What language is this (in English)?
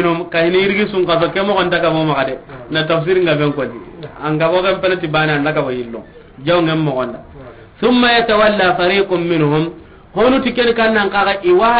Soninke